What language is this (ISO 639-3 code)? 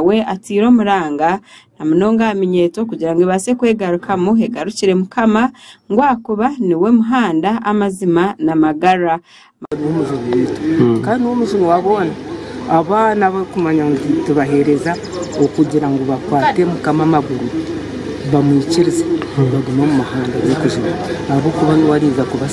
nyn